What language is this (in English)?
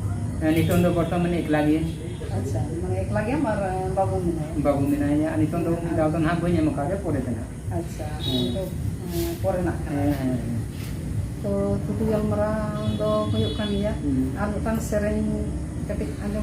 Santali